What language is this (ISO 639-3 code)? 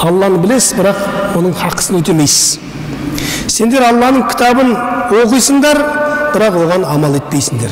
kaz